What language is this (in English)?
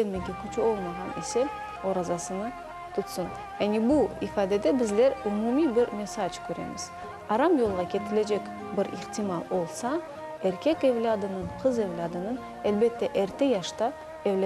Crimean Tatar